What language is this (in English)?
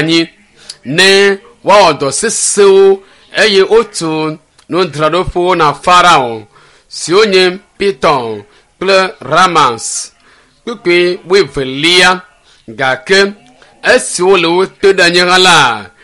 Ewe